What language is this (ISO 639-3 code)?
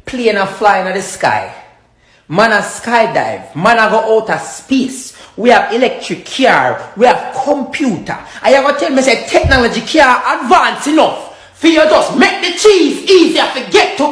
jam